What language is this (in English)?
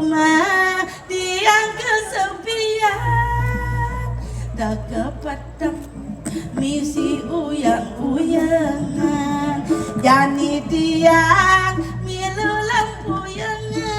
Balinese